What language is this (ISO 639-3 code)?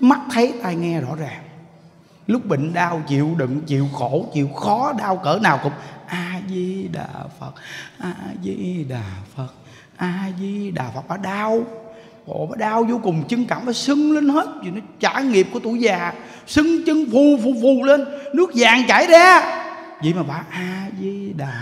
vie